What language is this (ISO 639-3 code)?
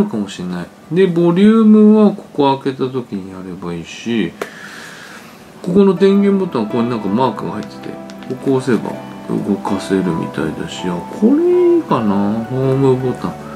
jpn